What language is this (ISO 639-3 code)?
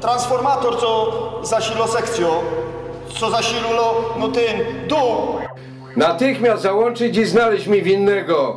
szl